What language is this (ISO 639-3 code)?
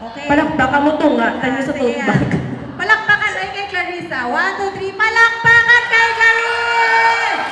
hil